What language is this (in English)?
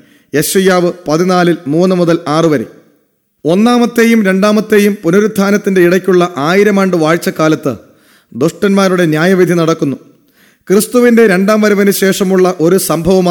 Malayalam